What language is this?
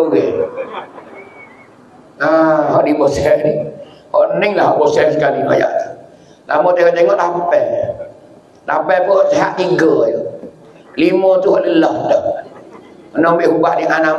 Pattani Malay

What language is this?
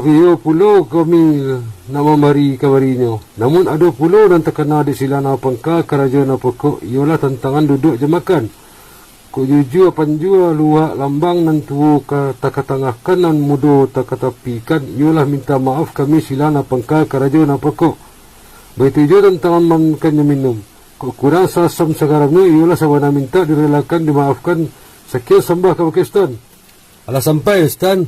Minangkabau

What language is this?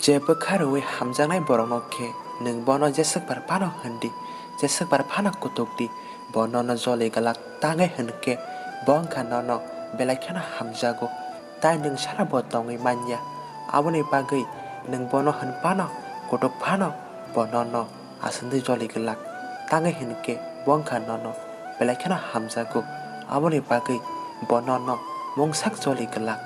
Kok Borok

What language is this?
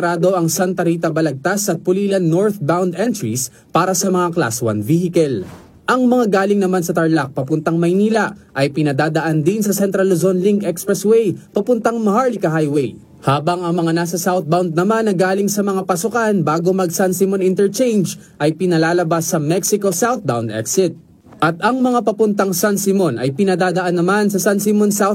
Filipino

